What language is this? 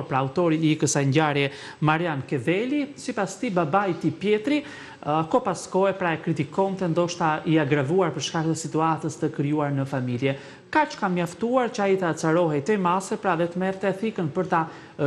Albanian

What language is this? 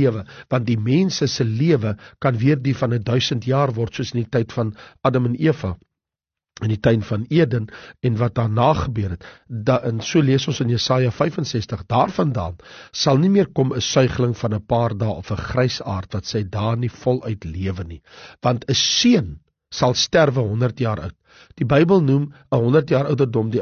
Afrikaans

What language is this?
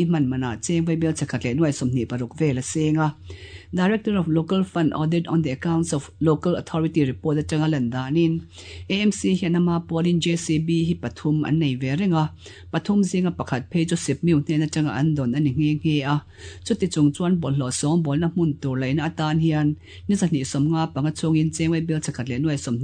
Mizo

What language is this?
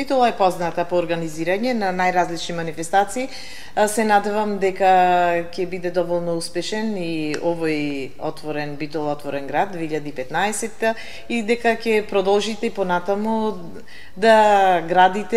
Macedonian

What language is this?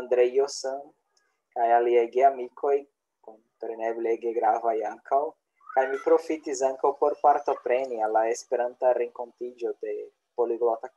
Esperanto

